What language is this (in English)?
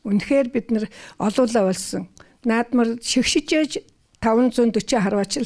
Mongolian